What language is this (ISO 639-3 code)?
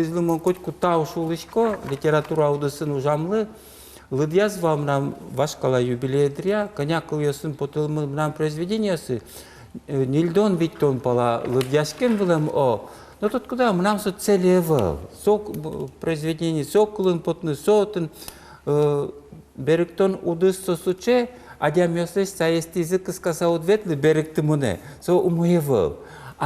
udm